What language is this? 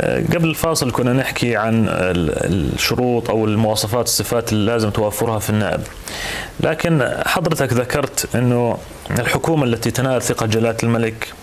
North Levantine Arabic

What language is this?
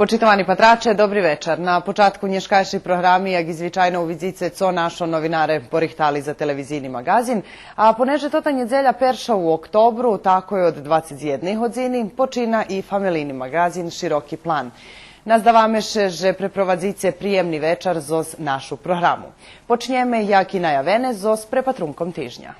Rusyn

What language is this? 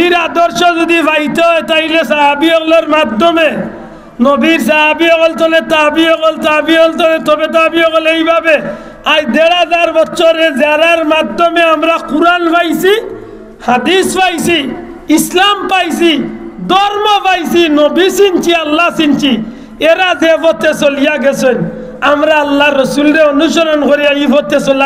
Sylheti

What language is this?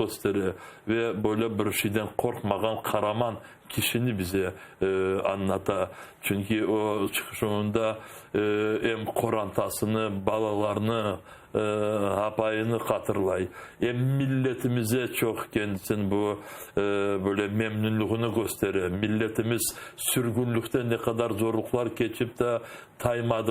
Crimean Tatar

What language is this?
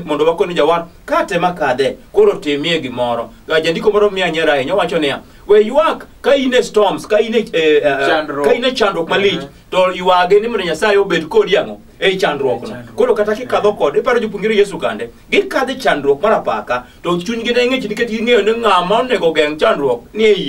Luo (Kenya and Tanzania)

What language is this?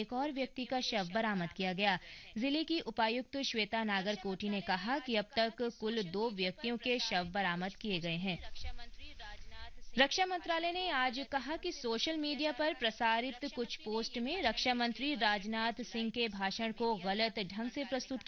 Hindi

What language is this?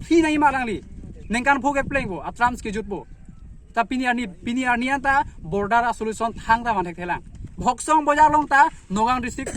Karbi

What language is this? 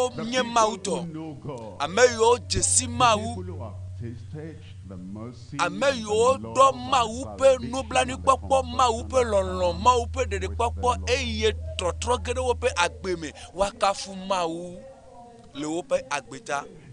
Ewe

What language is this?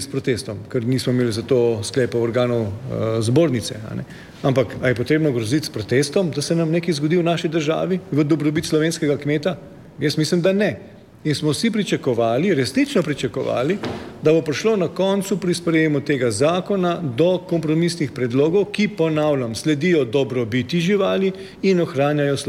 Slovenian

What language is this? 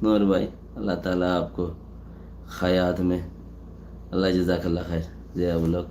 Rohingya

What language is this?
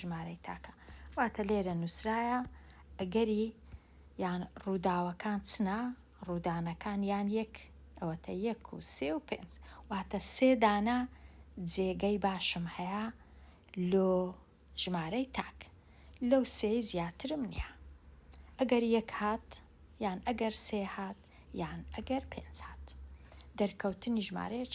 Central Kurdish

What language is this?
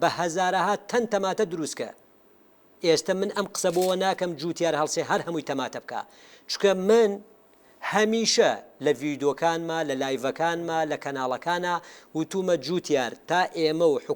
Central Kurdish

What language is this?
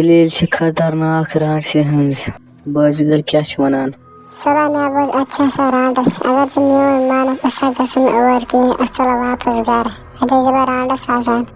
Kashmiri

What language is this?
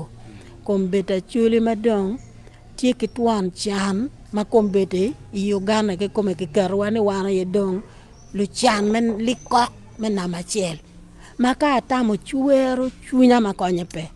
Acoli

